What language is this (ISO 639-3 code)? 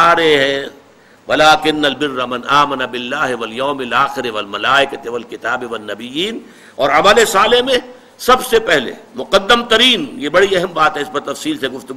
urd